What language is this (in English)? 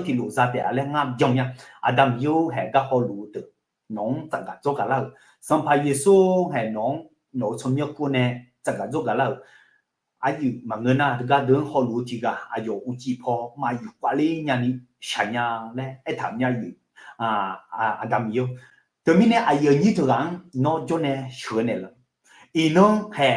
Akha